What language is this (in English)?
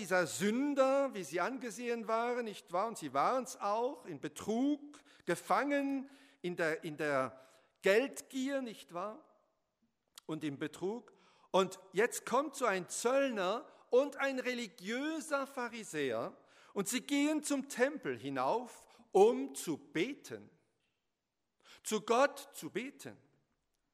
German